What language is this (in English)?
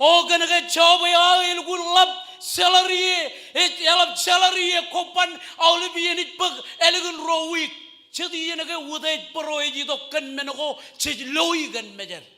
Marshallese